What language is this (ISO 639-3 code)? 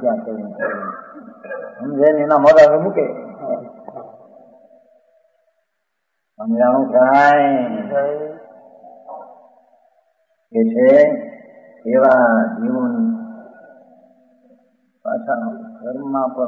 guj